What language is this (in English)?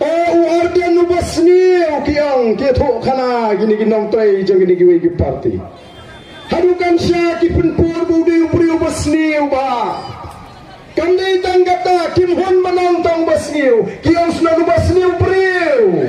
Khasi